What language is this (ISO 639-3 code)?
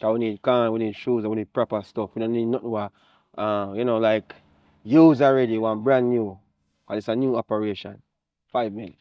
jam